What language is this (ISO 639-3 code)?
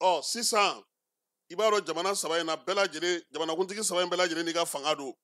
bam